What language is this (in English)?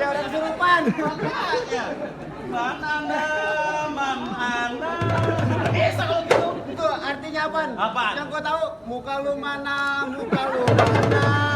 Betawi